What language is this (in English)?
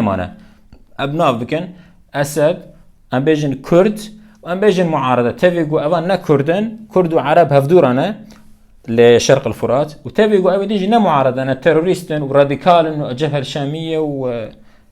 Kurdish